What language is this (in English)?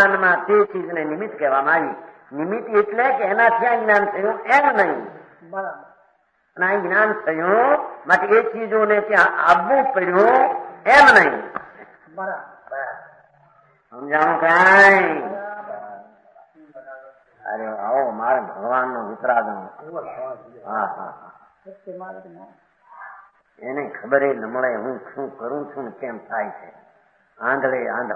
Gujarati